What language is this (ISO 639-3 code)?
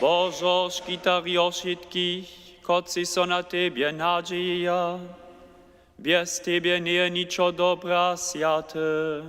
hsb